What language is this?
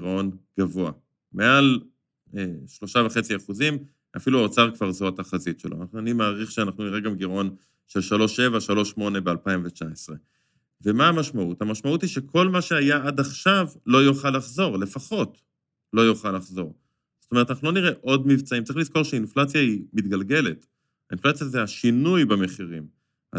Hebrew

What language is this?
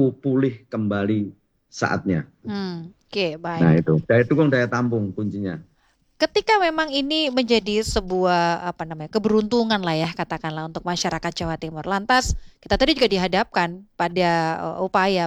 Indonesian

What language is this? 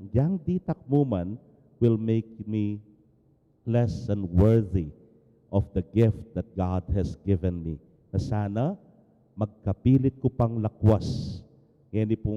Pampanga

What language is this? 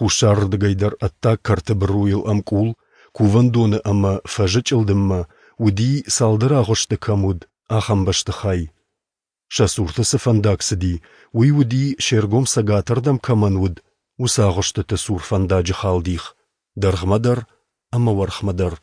Ossetic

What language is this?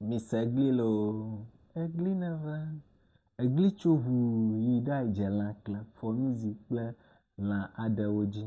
Ewe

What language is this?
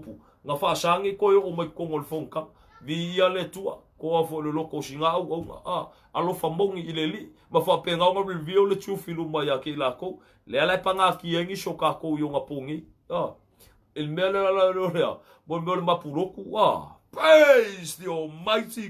Samoan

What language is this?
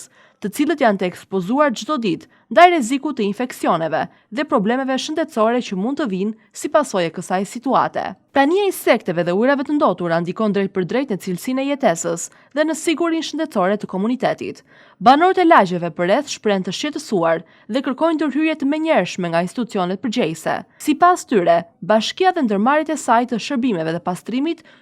Albanian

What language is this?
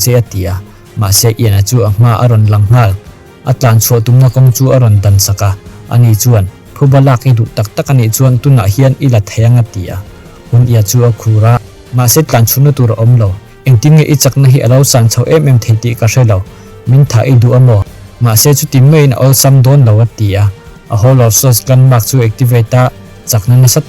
Mizo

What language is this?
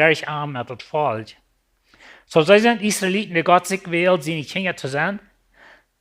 Plautdietsch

